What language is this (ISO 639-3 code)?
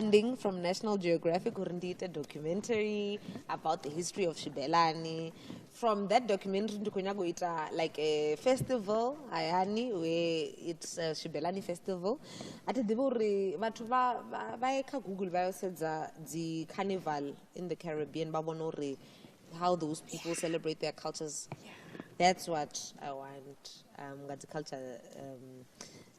ven